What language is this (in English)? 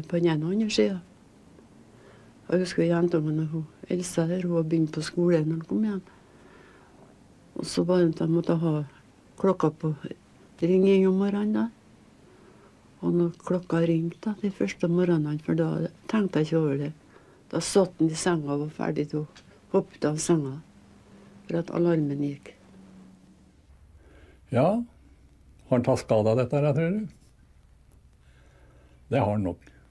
Norwegian